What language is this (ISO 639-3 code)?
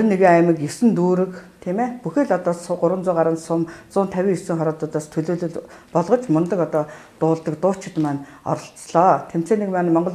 mon